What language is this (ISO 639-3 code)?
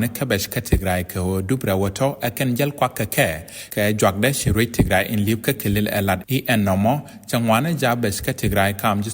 nus